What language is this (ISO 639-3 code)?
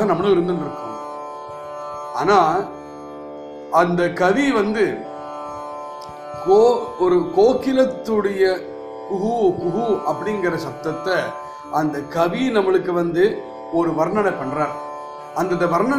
tam